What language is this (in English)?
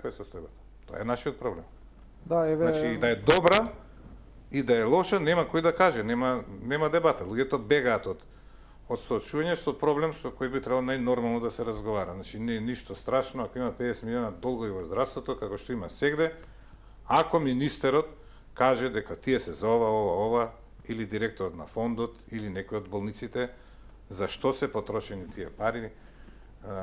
Macedonian